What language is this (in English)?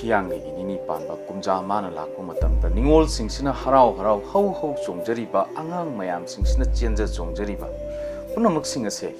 Manipuri